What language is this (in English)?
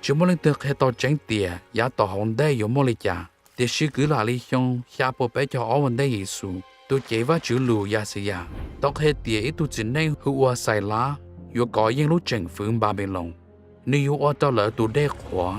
Hmong